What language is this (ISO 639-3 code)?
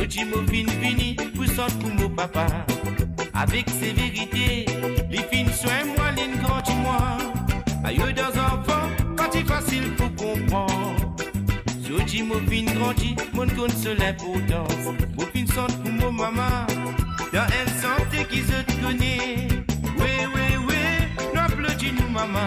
mfe